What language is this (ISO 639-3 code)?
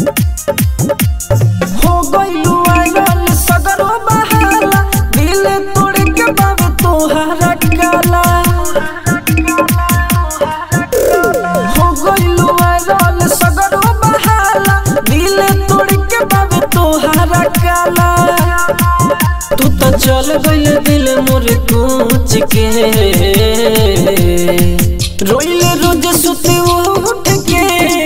bho